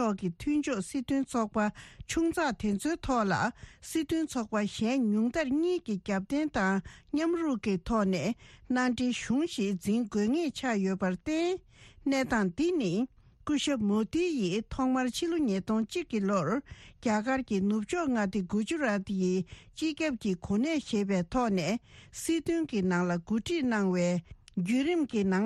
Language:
Tibetan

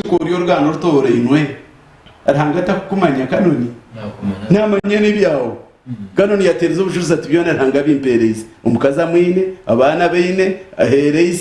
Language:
Nyankole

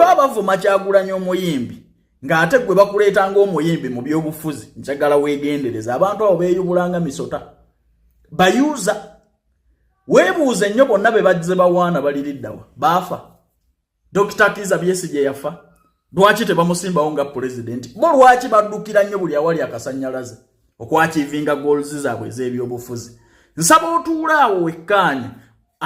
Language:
Ganda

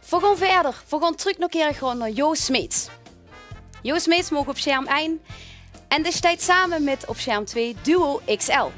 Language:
Limburgish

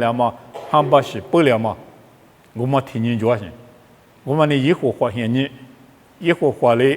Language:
Lisu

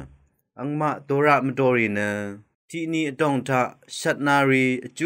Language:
Rawang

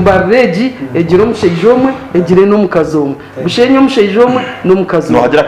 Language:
Nyankole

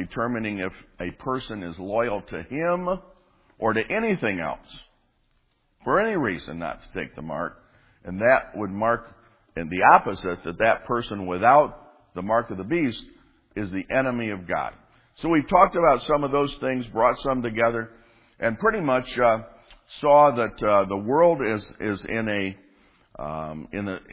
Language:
English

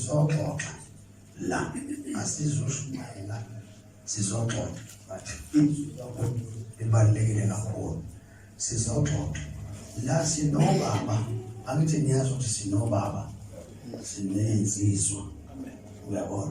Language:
Zulu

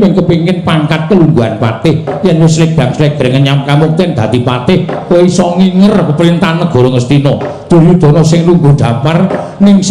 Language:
Javanese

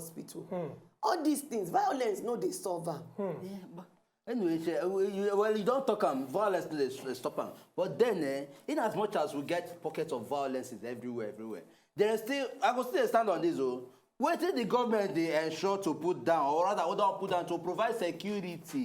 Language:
Nigerian Pidgin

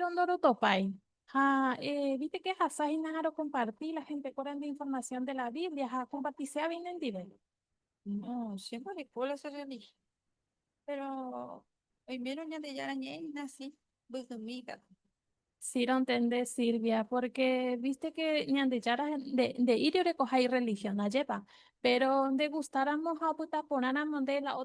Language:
Guarani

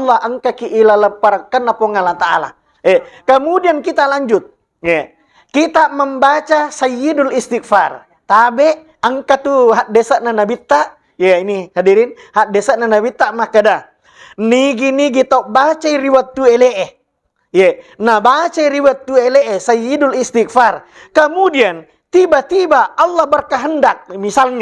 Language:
Buginese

